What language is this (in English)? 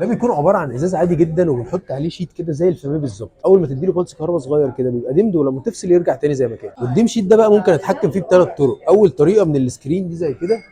Egyptian Arabic